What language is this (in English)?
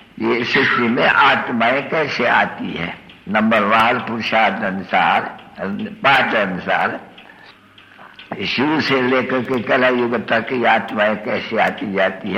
Hindi